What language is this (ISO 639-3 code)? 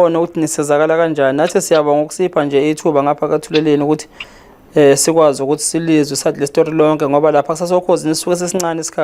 zul